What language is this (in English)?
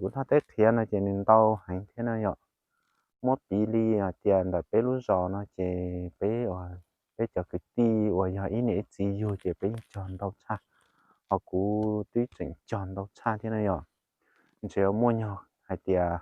Hmong